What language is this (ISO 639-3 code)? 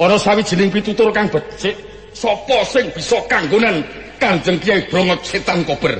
jav